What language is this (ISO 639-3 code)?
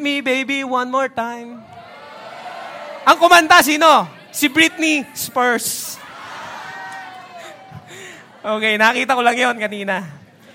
fil